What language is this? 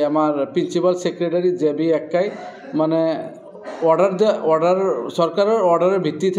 Assamese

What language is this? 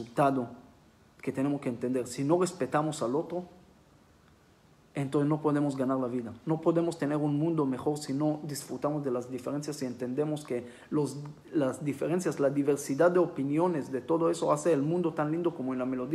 Spanish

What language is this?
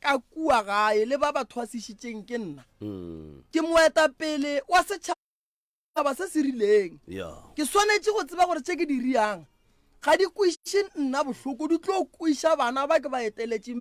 Northern Sotho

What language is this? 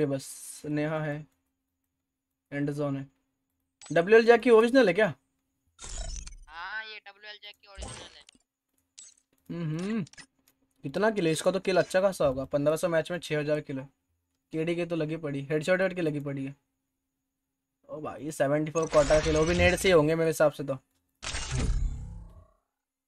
Hindi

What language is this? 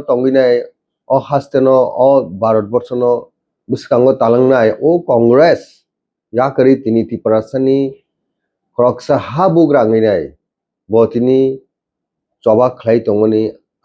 Kok Borok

